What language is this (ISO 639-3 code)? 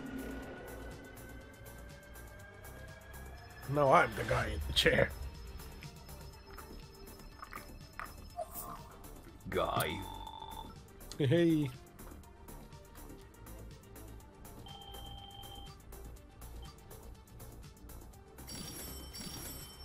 fin